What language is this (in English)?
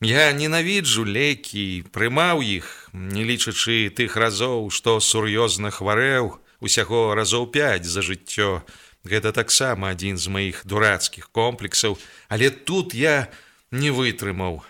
Belarusian